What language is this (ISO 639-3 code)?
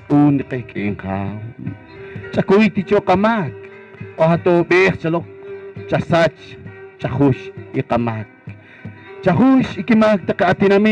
poh